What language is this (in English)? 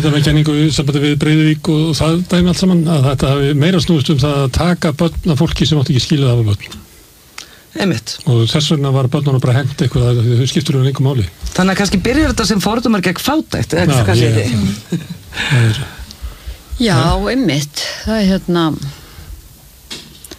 Icelandic